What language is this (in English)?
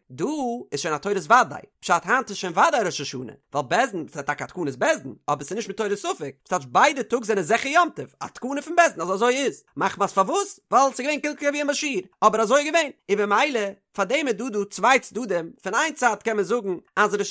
Yiddish